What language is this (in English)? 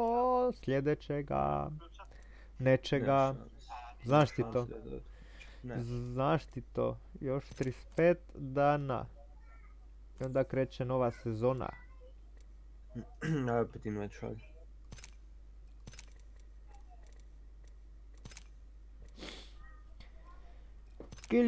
Croatian